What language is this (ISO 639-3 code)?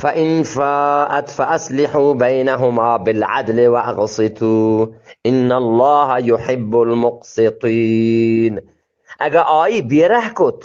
bgp